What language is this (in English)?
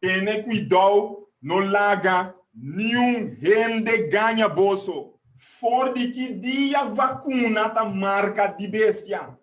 Papiamento